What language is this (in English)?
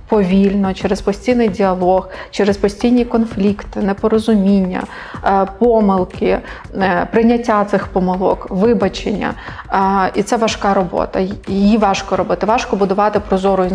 Ukrainian